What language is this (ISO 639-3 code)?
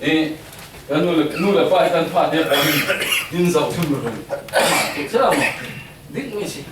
cfm